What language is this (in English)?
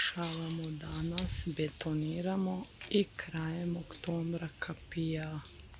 Serbian